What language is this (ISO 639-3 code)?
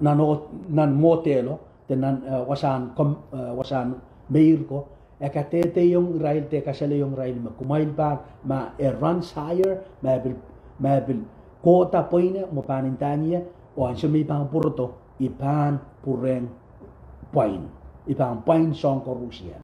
pon